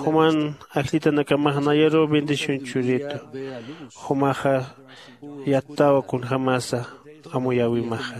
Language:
Aymara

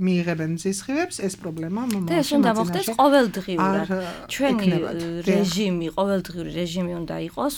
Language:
Georgian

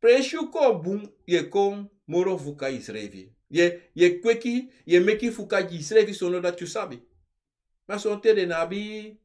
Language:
Sranan Tongo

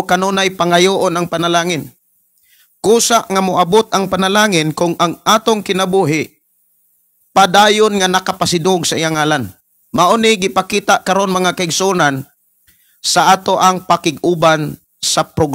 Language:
Cebuano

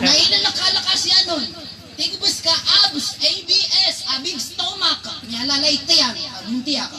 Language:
Maranao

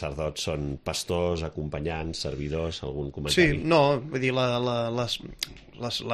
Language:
Catalan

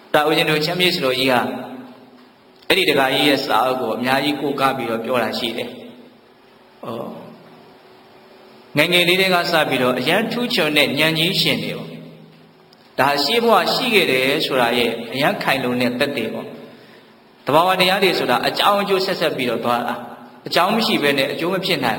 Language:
Burmese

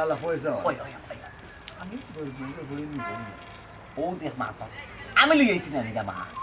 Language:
Sylheti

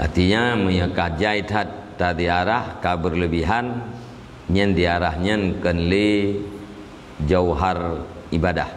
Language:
Achinese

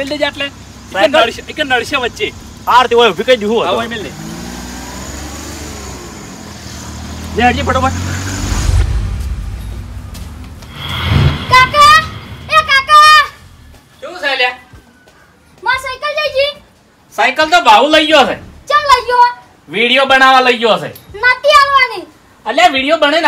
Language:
Gujarati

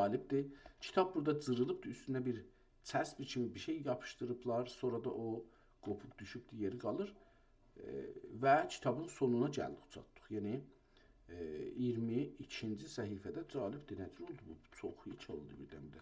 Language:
South Azerbaijani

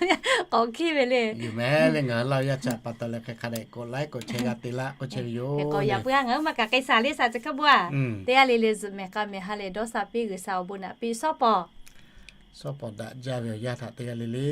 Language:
Lahu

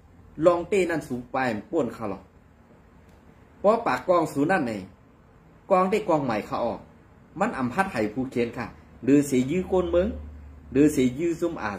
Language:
Shan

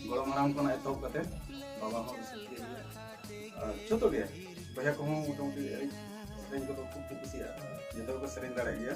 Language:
Santali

